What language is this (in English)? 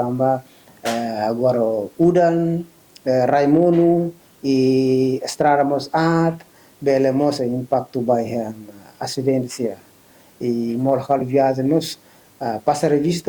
Tetum